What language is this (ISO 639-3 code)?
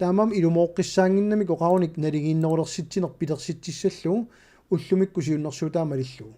kal